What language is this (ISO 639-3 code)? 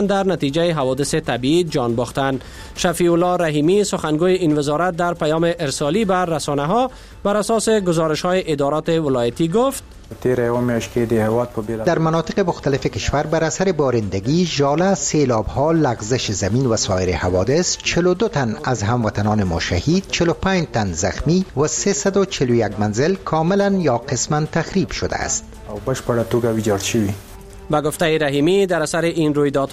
fas